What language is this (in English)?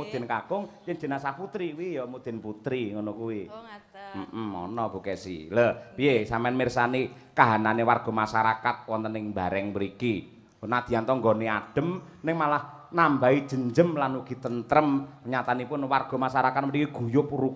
Javanese